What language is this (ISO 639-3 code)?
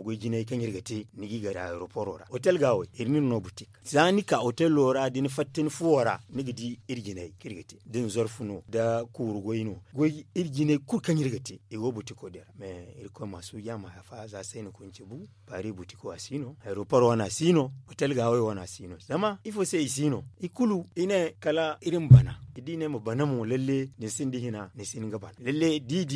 dje